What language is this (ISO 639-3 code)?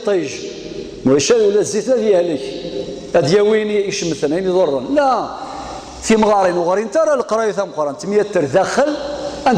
kab